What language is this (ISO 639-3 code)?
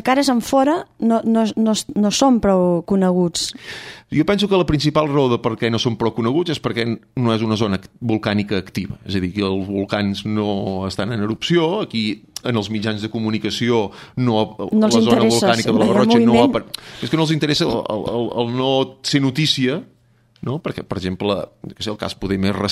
cat